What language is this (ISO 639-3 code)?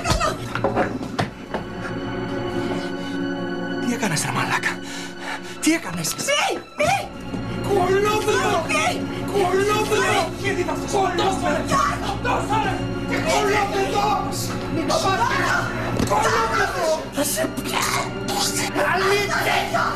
ell